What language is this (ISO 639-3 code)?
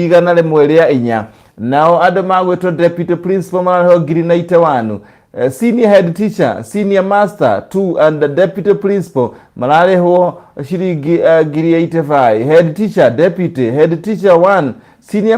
kik